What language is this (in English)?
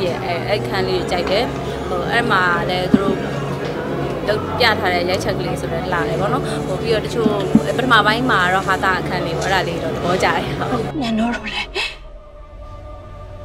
Burmese